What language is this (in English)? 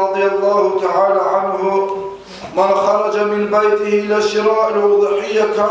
Kumyk